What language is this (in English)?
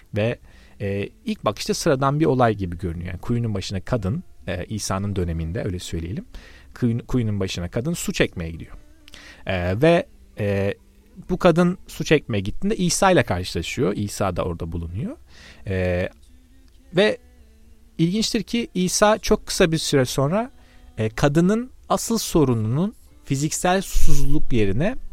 Turkish